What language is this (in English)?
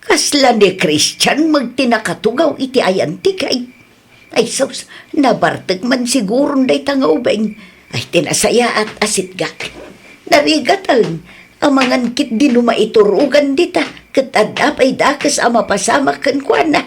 Iloko